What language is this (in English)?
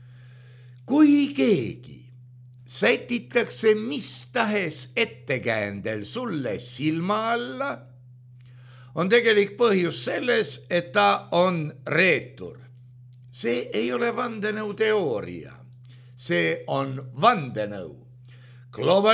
Estonian